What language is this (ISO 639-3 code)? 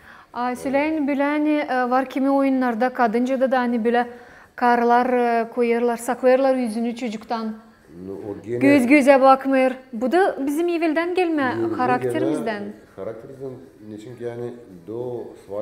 gag